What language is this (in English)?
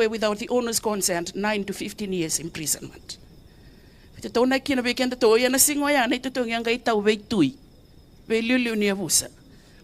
Fijian